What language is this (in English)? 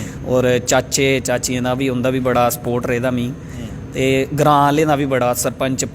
Dogri